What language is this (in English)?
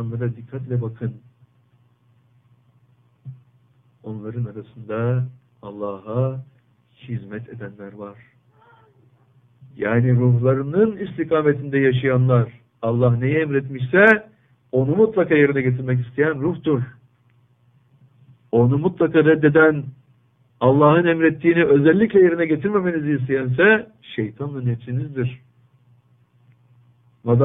Turkish